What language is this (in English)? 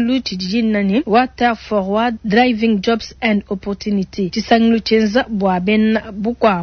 Luba-Lulua